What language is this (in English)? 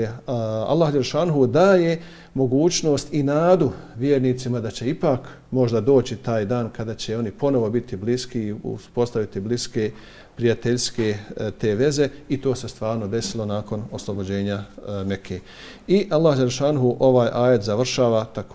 Bosnian